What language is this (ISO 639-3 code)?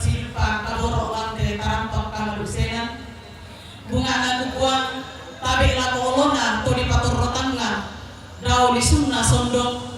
sda